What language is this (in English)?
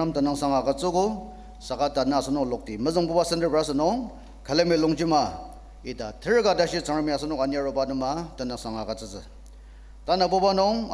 Ao Naga